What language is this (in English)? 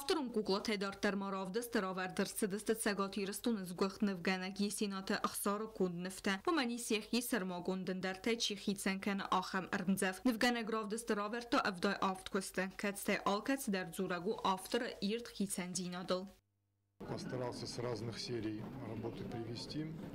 Ossetic